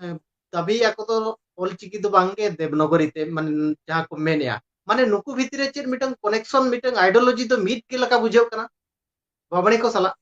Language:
Santali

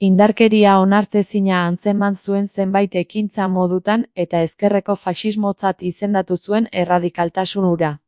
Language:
Basque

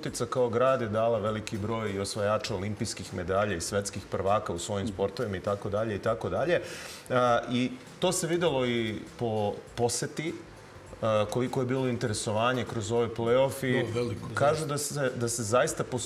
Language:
Serbian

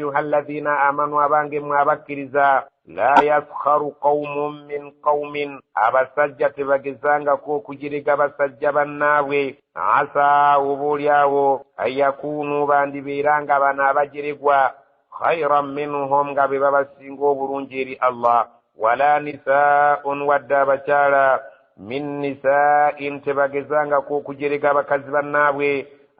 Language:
Ganda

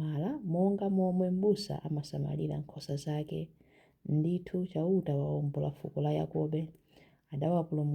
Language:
Nyanja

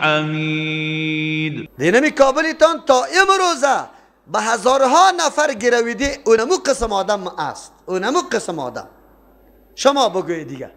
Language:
Persian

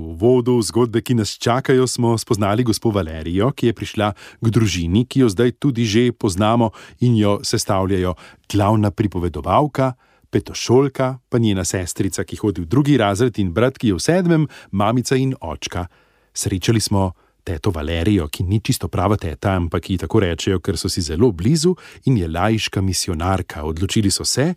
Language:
Slovenian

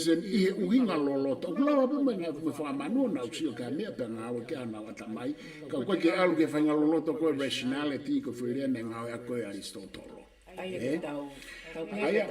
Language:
Tongan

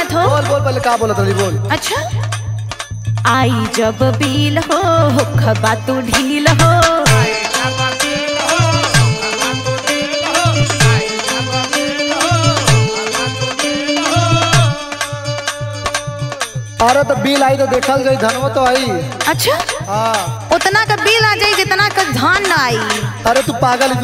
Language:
Bhojpuri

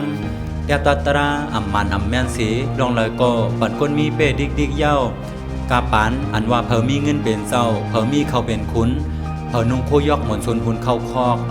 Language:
Shan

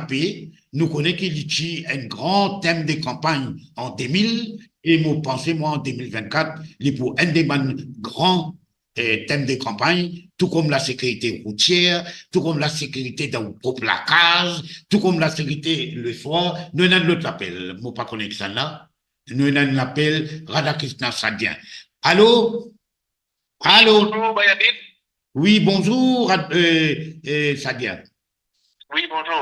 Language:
Morisyen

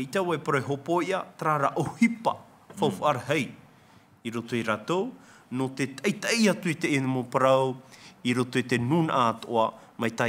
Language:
Tahitian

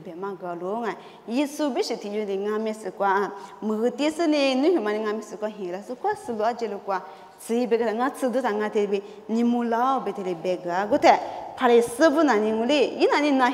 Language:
Lisu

